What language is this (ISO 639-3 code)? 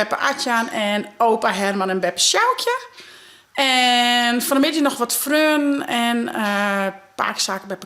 fry